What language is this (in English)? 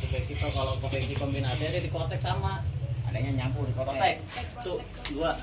Betawi